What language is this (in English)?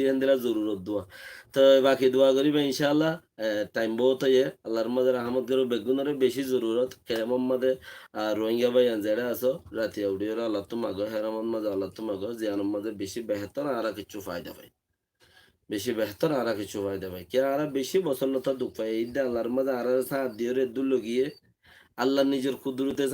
Rohingya